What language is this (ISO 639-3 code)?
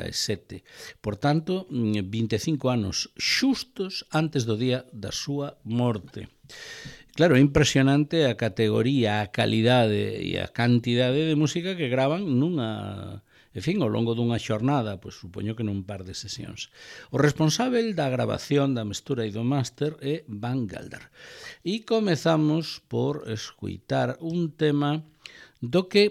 glg